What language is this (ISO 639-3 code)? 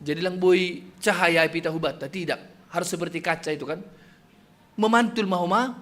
bts